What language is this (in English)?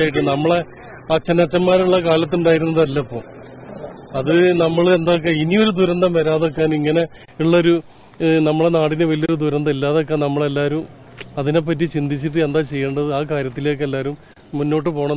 Malayalam